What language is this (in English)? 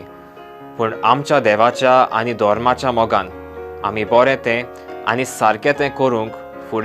Konkani